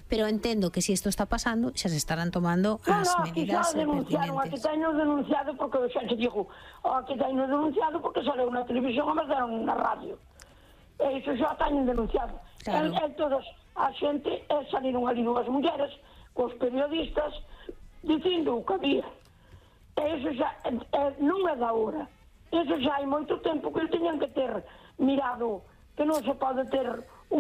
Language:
Galician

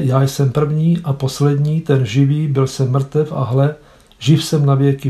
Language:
Czech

